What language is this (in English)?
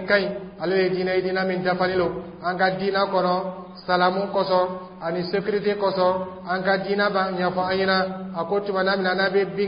Dyula